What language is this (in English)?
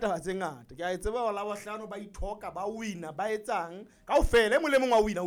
Southern Sotho